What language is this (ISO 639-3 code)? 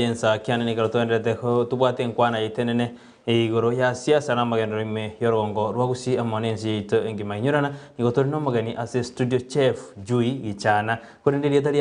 guz